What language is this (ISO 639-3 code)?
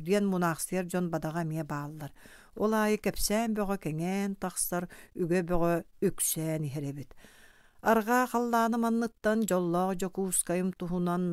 sah